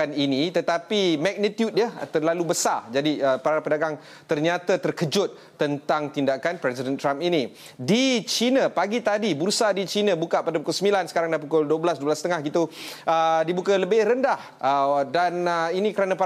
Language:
Malay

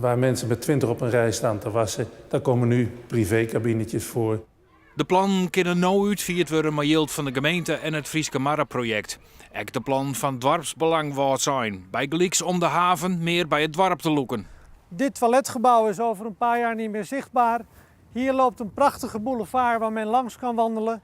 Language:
Western Frisian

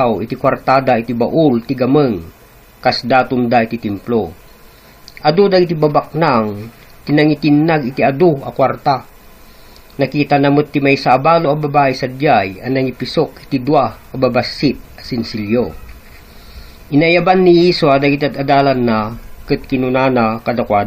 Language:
Iloko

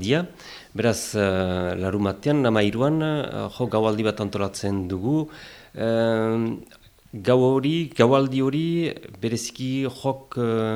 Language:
Basque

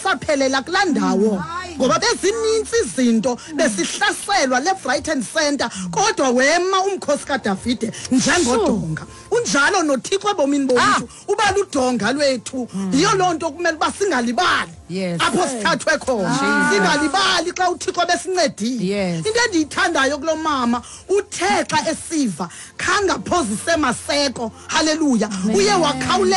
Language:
Xhosa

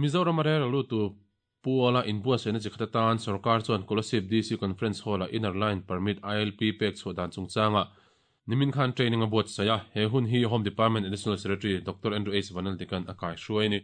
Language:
Mizo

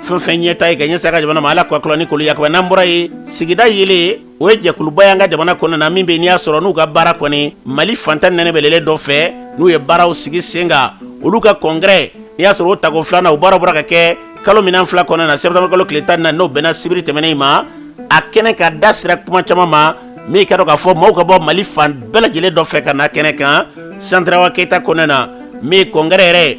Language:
Bambara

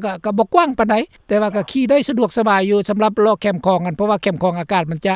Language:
Lao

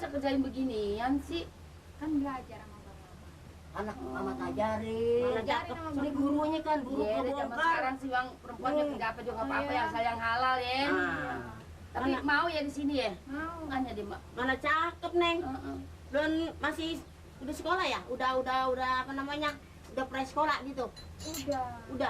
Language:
Betawi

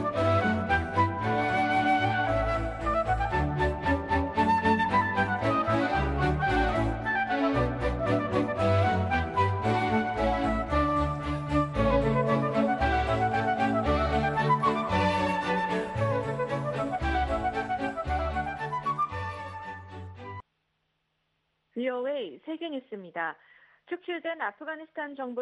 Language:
Korean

